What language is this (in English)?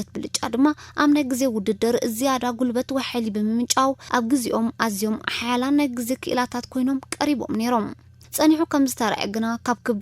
Tigrinya